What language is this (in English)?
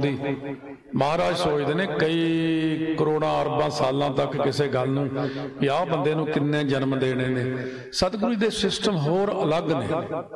Punjabi